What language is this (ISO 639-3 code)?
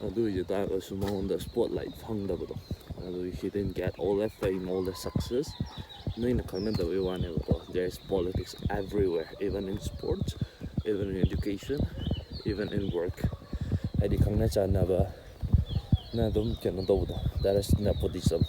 mni